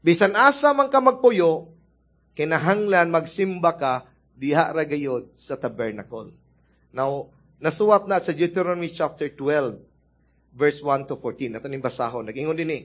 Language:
Cebuano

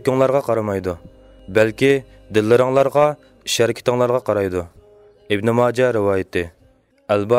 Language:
Uyghur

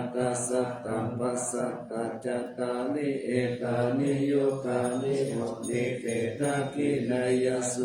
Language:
Pali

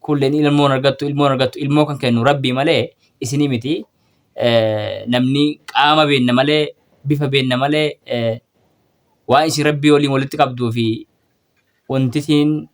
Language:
Oromo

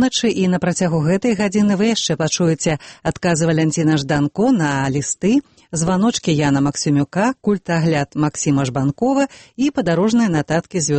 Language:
Belarusian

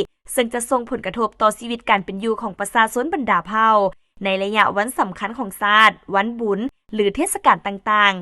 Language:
Lao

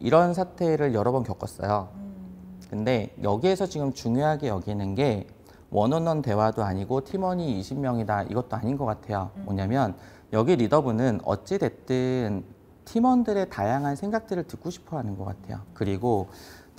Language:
Korean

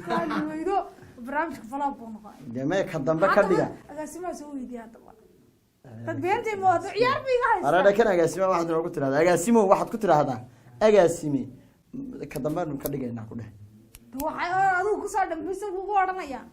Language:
Somali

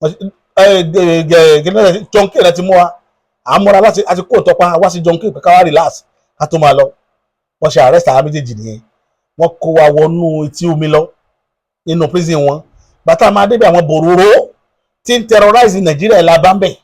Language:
Yoruba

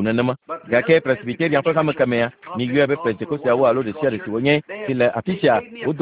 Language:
Ewe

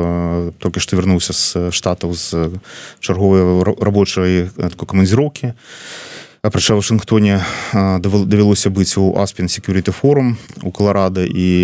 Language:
Belarusian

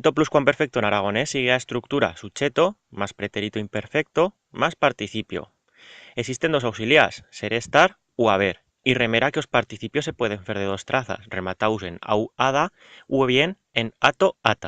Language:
Aragonese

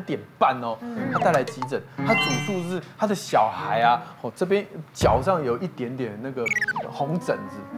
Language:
Chinese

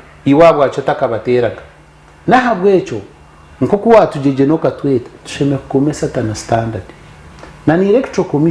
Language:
Nyankole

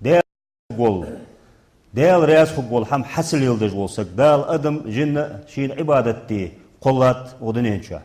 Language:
Ingush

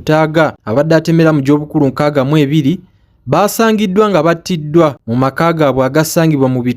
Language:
Ganda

